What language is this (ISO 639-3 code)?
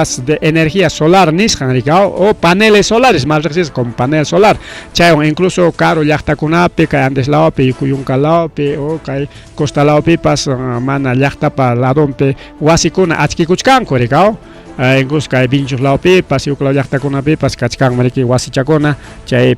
quy